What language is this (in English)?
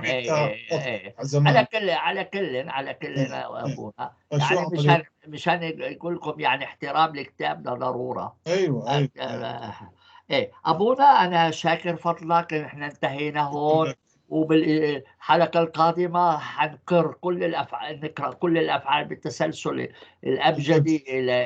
North Levantine Arabic